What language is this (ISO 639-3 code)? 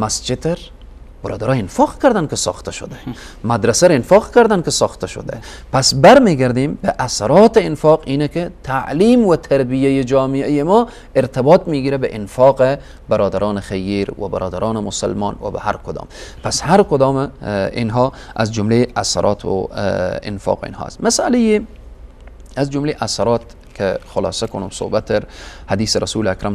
fas